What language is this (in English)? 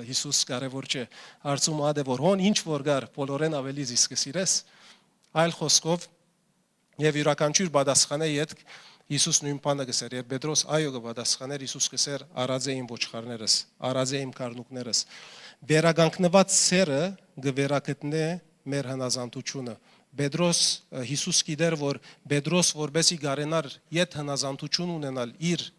Western Armenian